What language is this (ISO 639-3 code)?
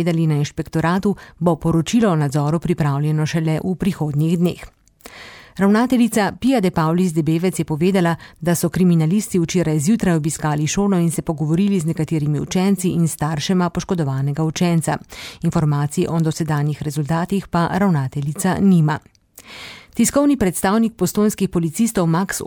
slv